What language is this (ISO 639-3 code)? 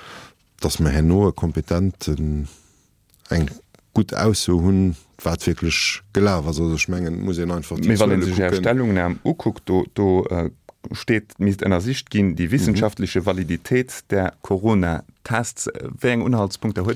ltz